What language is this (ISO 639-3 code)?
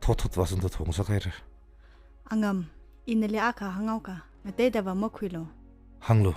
nmf